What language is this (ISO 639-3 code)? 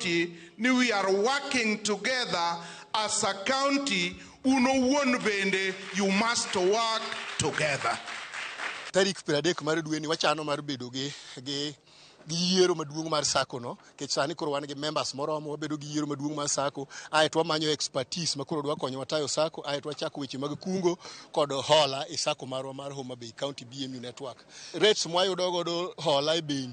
luo